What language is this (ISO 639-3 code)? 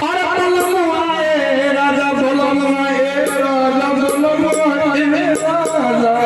mai